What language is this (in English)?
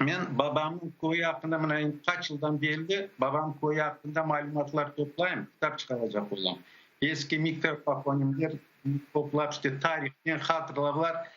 Crimean Tatar